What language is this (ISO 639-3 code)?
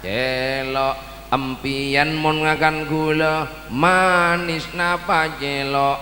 mad